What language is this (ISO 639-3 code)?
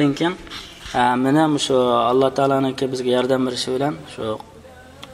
uig